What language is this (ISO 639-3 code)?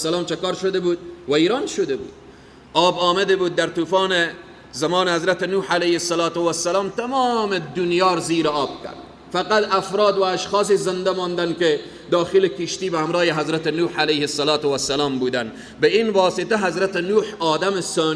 fas